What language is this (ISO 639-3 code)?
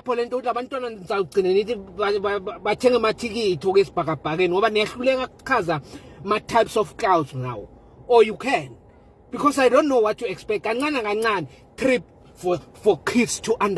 zul